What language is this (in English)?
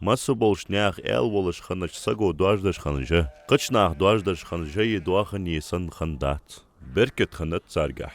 Ingush